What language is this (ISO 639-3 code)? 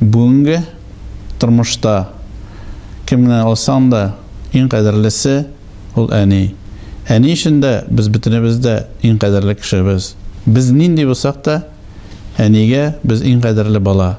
tat